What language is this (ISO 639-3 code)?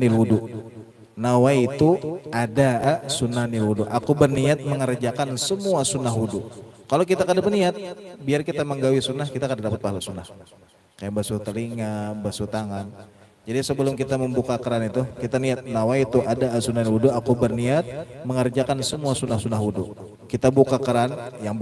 bjn